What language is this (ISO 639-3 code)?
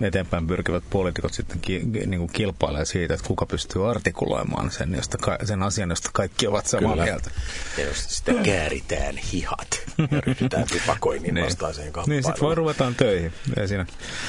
fin